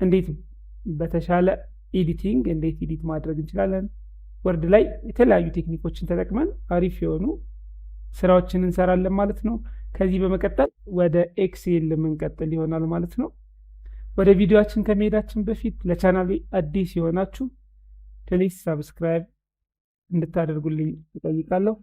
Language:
Amharic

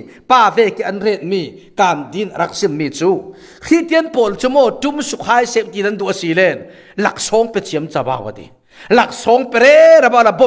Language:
Falam Chin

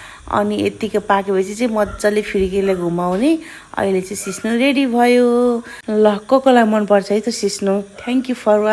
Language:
Nepali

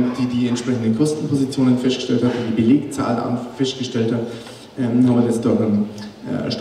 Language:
German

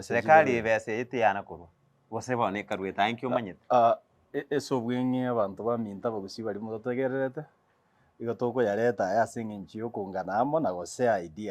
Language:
Gusii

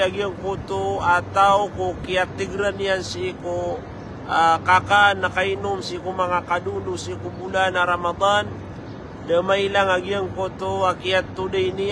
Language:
Maranao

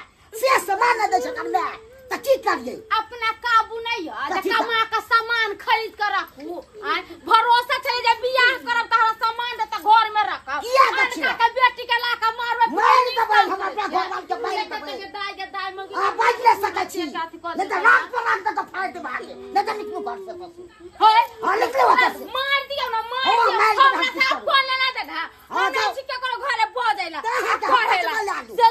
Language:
Maithili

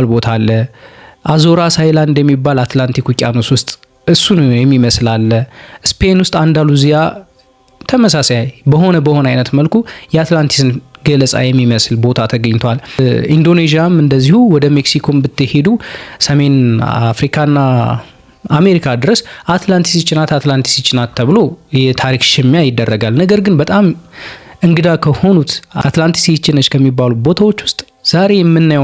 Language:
Amharic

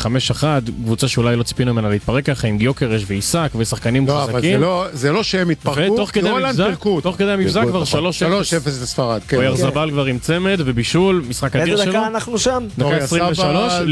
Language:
Hebrew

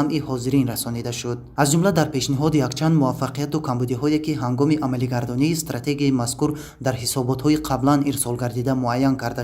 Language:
Tajik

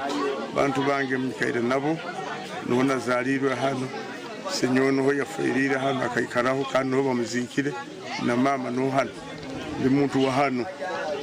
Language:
Nyankole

